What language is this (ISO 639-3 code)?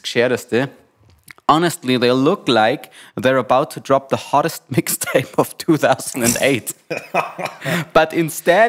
bar